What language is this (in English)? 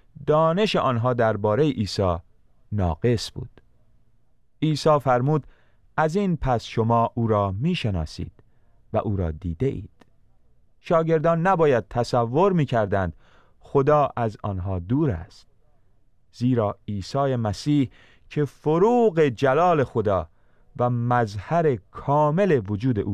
Persian